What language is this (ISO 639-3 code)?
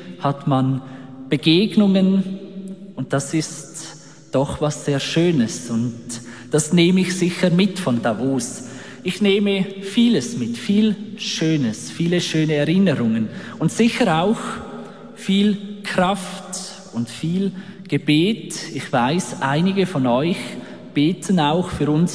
deu